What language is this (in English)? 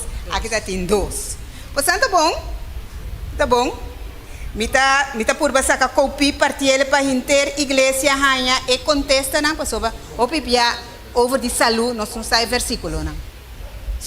Papiamento